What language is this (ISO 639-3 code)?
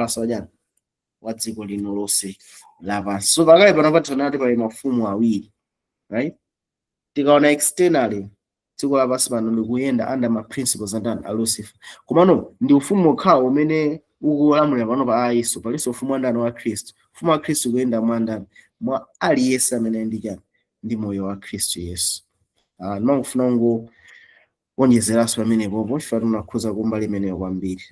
nya